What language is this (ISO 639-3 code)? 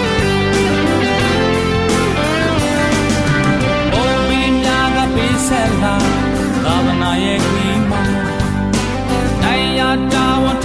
mya